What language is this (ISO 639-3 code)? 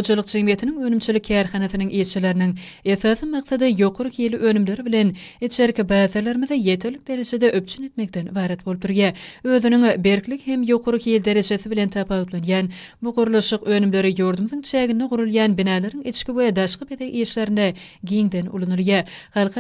tuk